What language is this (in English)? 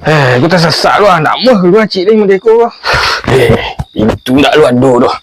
Minangkabau